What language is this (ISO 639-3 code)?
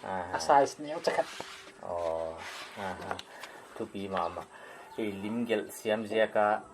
pck